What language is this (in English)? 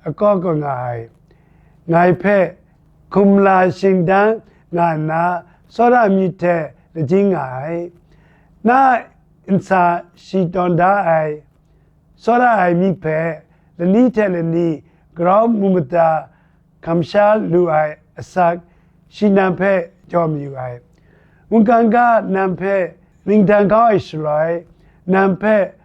Kachin